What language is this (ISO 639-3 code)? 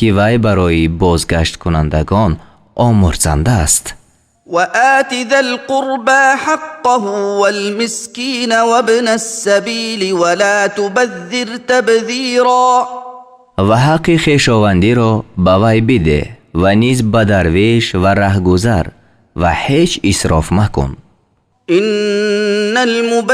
tgk